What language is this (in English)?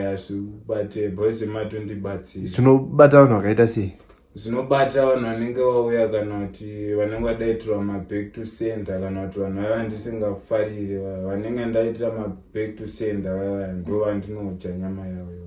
Shona